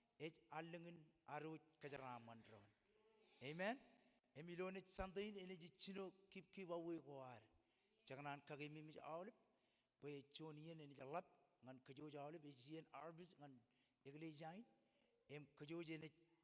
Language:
Marshallese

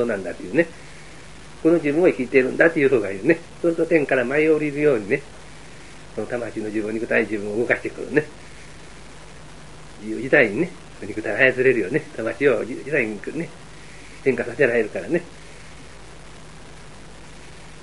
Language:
Japanese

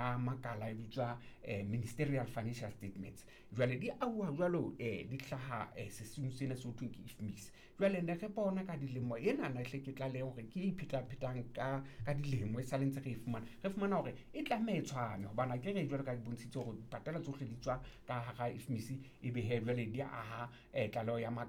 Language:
Southern Sotho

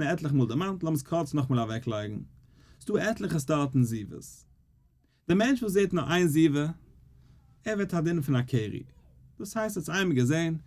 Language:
Yiddish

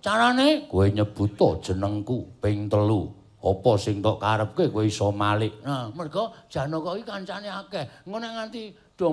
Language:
Javanese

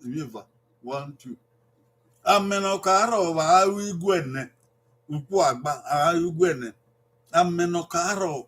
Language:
Bini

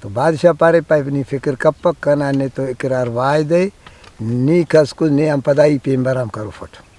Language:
Brahui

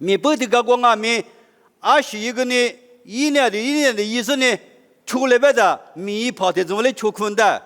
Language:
Lisu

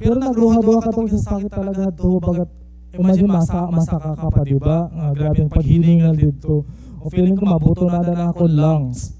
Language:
Waray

